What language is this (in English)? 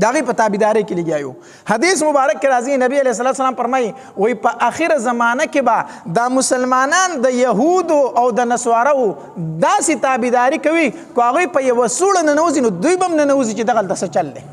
Pashto